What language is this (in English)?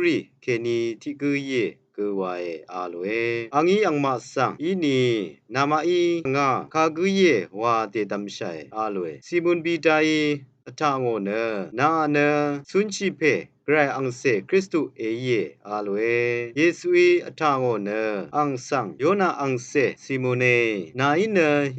Rawang